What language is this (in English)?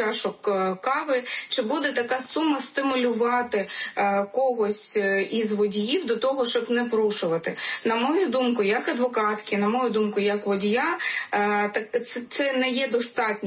Ukrainian